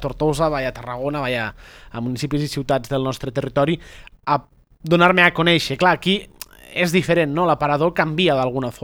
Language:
Catalan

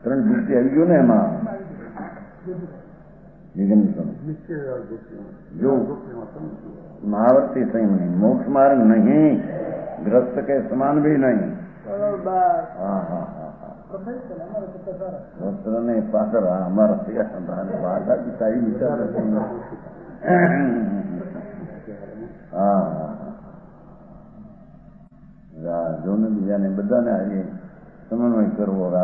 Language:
Gujarati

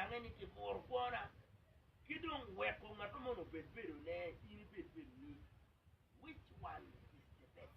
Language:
Acoli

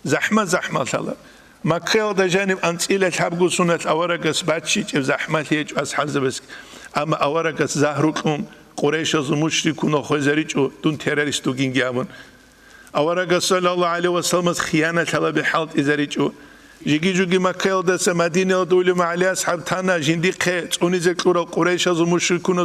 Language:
Avaric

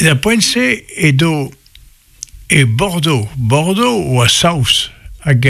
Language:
Breton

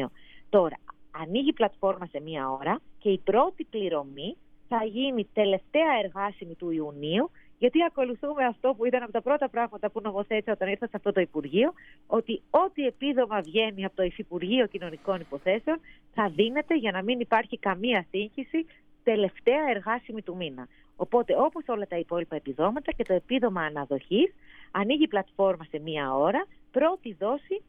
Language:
Greek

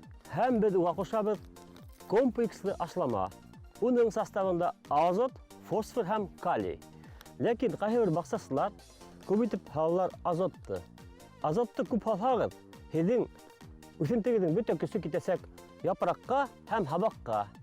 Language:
Bashkir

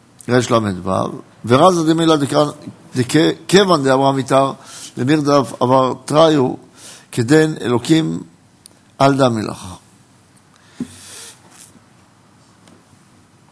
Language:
Hebrew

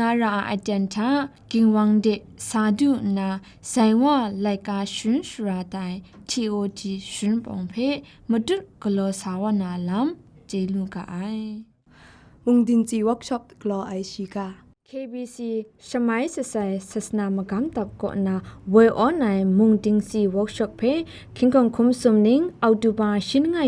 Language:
Kachin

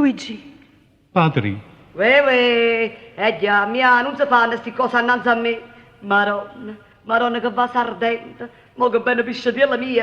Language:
Neapolitan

